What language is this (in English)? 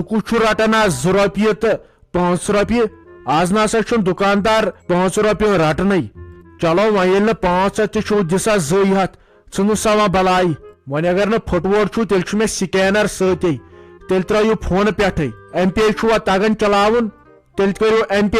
Kashmiri